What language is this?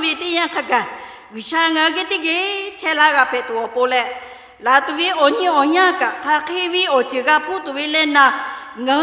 Lahu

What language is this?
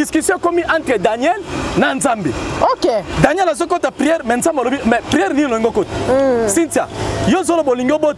Lingala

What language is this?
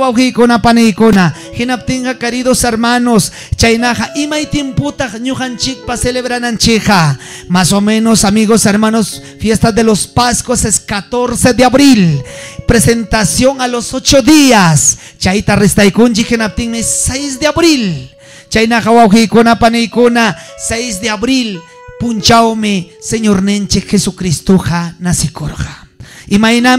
Ayacucho Quechua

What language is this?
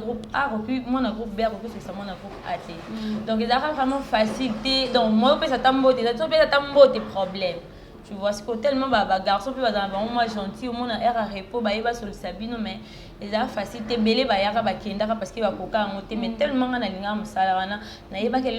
Lingala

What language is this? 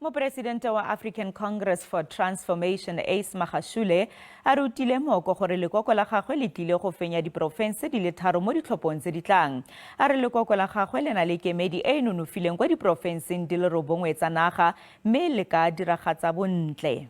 Tswana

